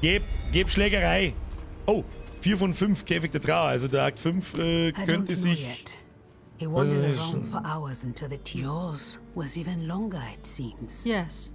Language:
Bavarian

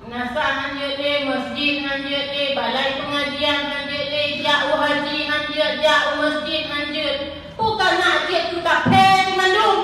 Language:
Achinese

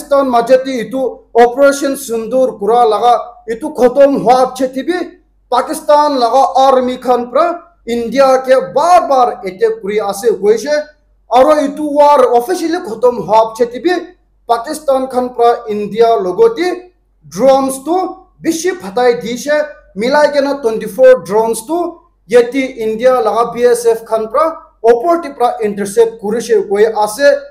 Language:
Naga Pidgin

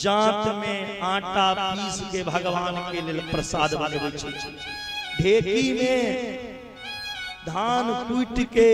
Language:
Maithili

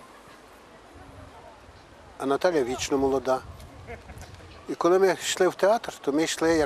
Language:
Ukrainian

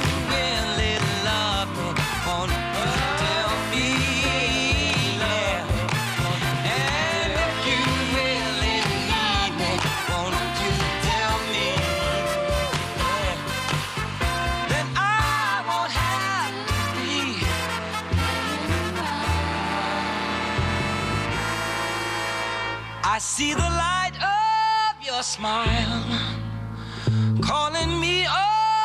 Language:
English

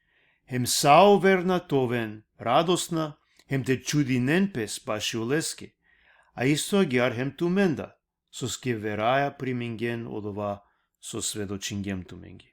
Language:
Balkan Romani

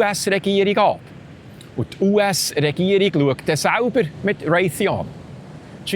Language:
Swiss German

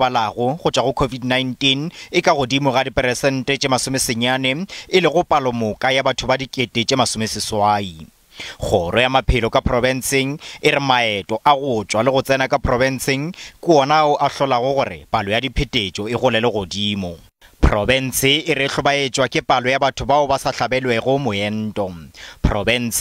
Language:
Northern Sotho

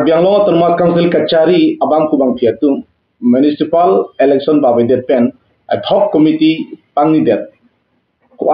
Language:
Karbi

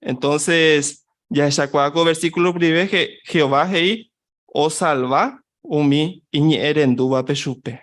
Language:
Guarani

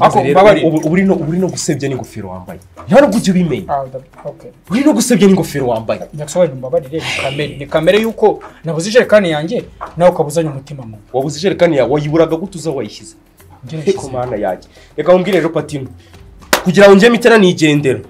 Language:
Kinyarwanda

